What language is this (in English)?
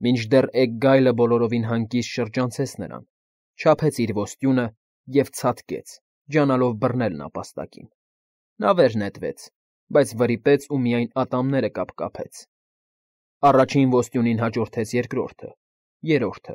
Armenian